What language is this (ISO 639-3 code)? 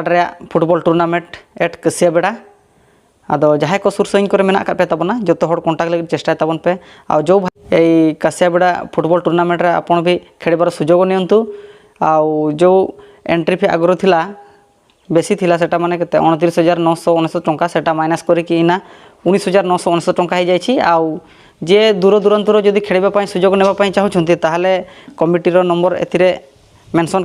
sat